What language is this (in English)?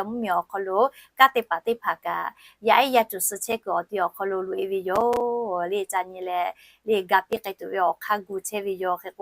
Lahu